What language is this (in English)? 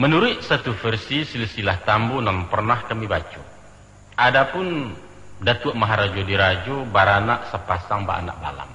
Minangkabau